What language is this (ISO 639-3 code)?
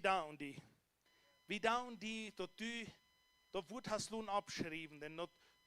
pdt